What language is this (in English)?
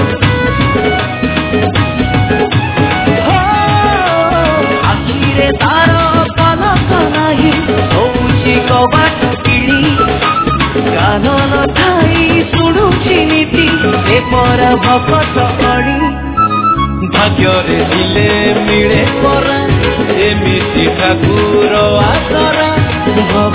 Odia